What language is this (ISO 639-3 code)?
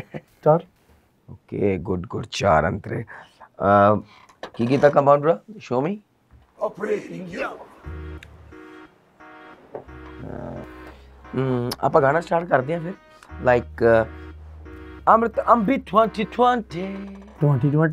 pan